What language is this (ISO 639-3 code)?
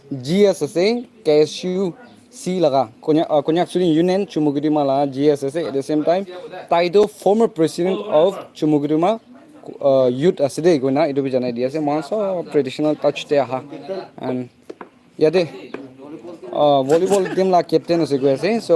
nag